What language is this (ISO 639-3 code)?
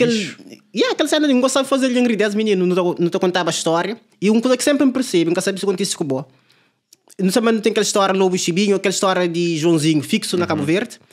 kea